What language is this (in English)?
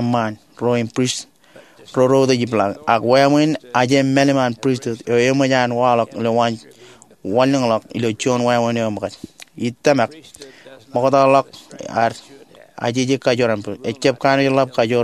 Marshallese